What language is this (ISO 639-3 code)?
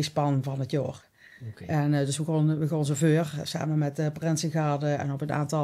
lim